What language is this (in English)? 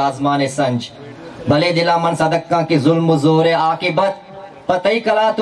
Baluchi